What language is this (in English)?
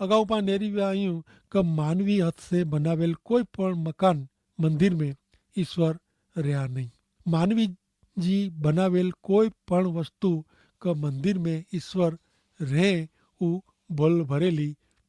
Kachhi